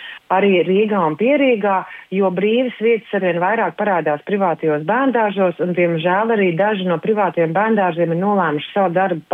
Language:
Latvian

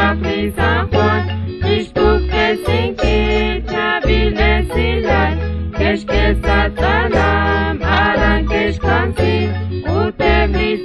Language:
Kekchí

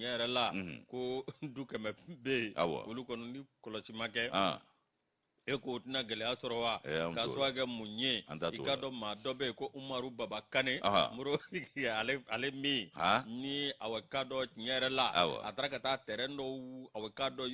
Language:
Bambara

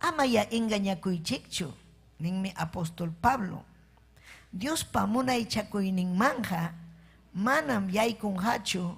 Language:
Ayacucho Quechua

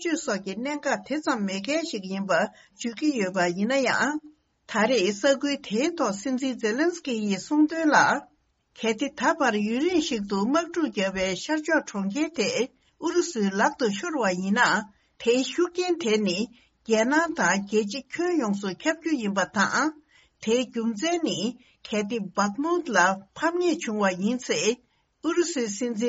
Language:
Tibetan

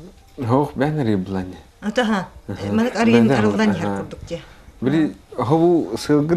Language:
Yakut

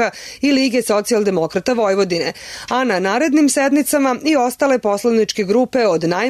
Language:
Serbian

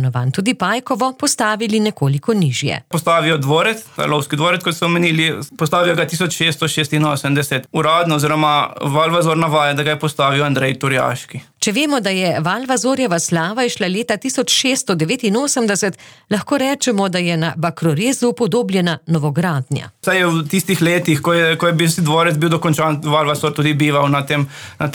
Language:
Slovenian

